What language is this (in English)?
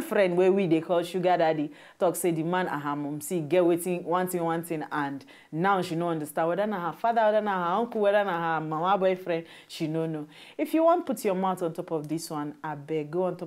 Nigerian Pidgin